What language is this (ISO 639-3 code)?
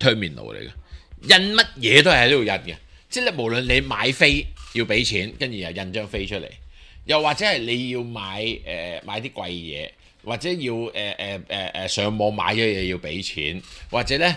yue